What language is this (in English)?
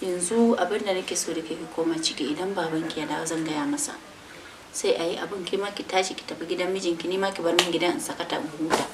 Hausa